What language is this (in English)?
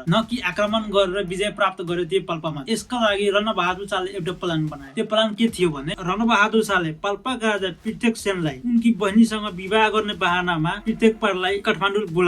Nepali